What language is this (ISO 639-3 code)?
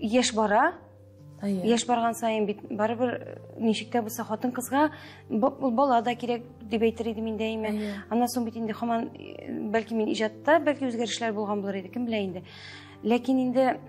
tat